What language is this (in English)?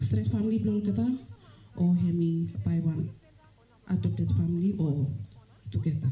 Bislama